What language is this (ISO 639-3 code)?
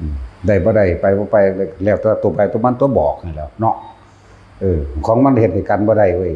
lao